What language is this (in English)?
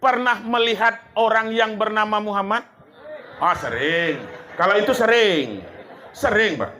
Minangkabau